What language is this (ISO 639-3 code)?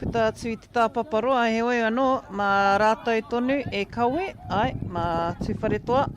mri